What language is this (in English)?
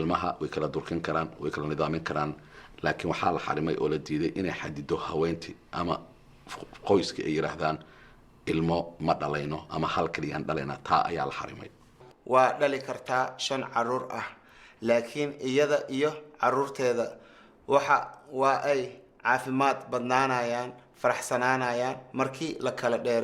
Somali